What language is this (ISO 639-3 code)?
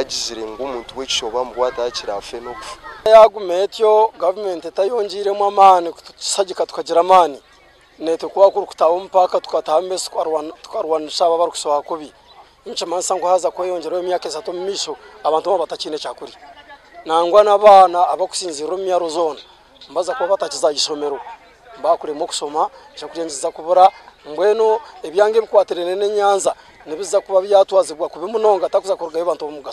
nyn